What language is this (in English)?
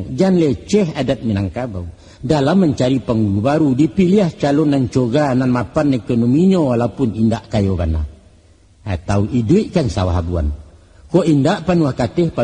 Minangkabau